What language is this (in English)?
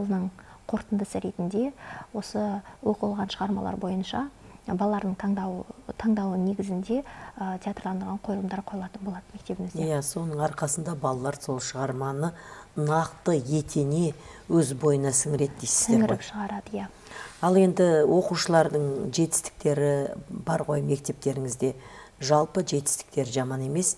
Kazakh